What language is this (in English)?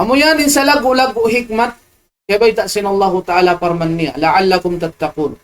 Tausug